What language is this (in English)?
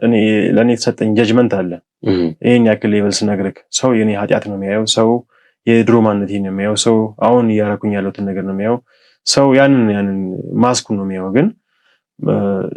Amharic